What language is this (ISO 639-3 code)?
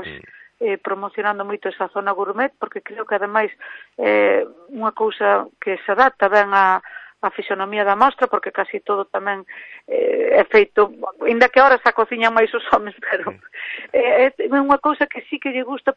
glg